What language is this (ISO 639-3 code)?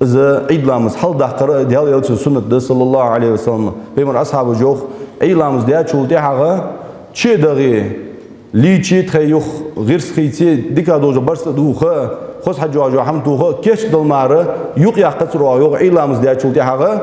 inh